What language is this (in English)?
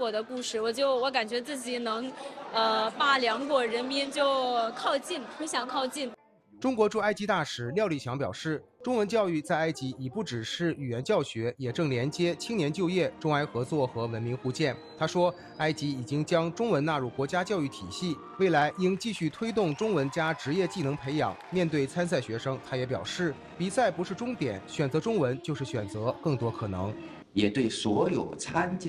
Chinese